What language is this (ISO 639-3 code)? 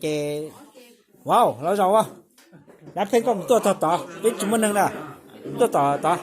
hmn